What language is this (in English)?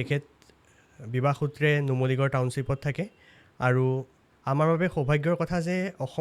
Assamese